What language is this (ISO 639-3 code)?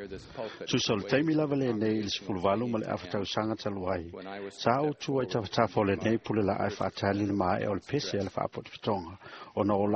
smo